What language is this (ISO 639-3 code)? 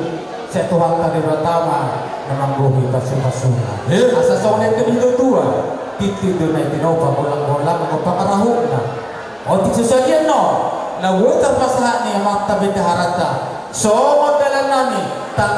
bbc